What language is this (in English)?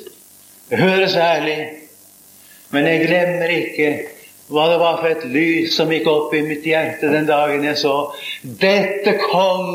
Norwegian